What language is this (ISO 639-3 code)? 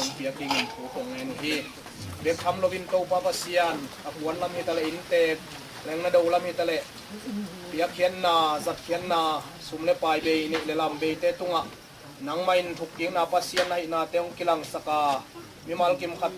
ctd